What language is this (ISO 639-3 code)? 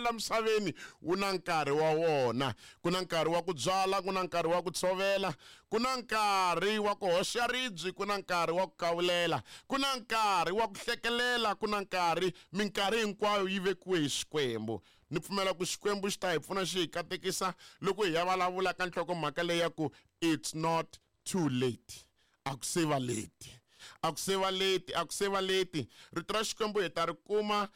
tso